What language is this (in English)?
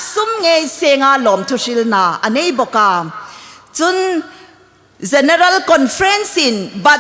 Hmar